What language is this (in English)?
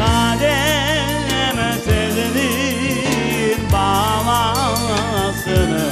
Crimean Tatar